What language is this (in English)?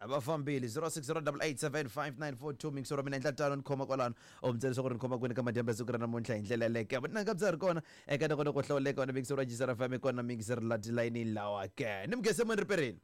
Tsonga